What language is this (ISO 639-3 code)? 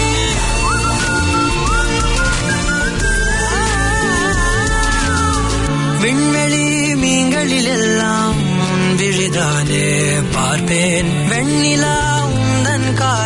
tam